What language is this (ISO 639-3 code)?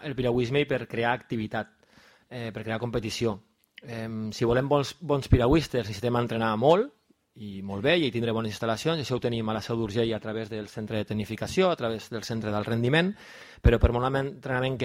cat